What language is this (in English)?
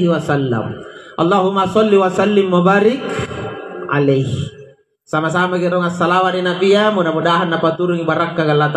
Makasar